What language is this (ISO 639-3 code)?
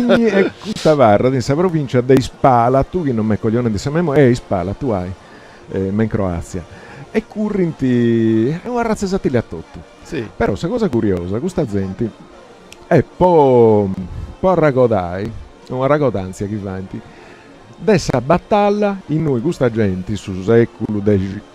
srd